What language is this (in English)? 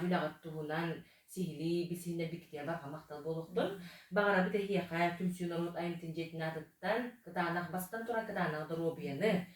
Yakut